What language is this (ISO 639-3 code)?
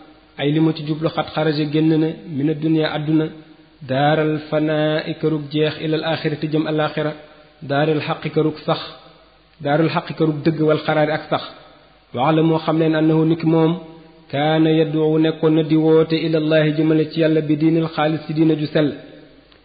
wol